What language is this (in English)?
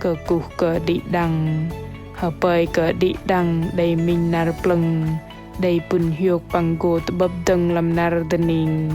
Bahnar